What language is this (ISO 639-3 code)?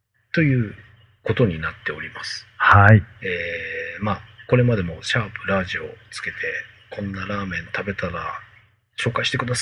jpn